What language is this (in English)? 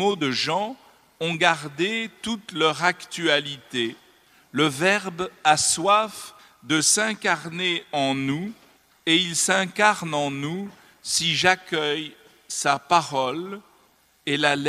French